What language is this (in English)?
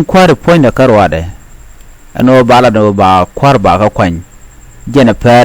Nuer